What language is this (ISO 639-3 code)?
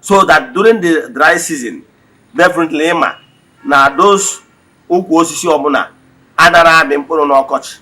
ibo